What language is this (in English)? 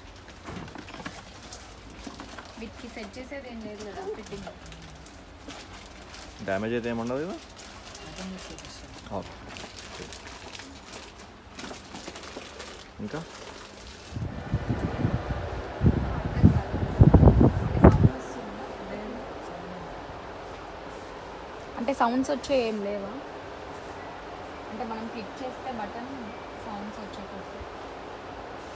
Telugu